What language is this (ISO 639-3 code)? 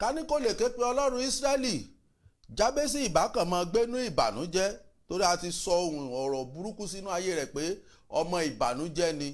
yor